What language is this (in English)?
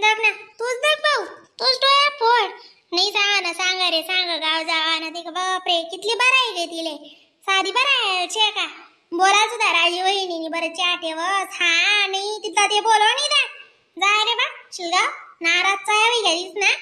Khandesi